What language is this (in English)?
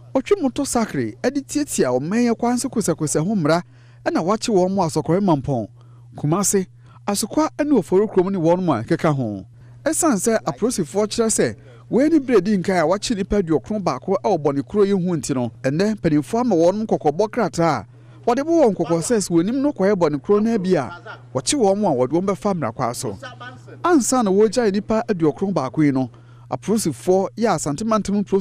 Akan